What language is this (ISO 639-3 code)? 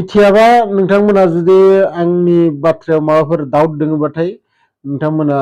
brx